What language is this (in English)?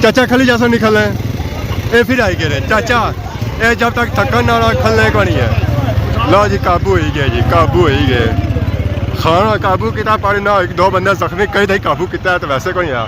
Pahari-Potwari